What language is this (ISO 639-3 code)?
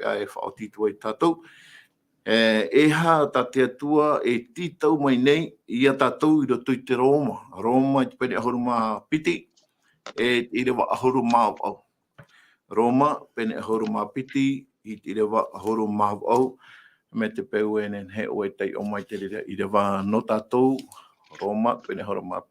tah